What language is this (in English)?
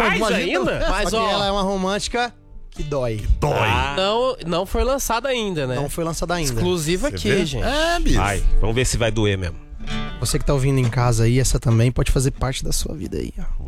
Portuguese